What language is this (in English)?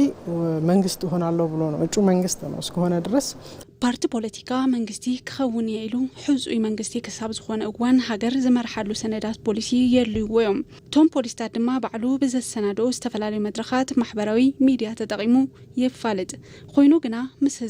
Tigrinya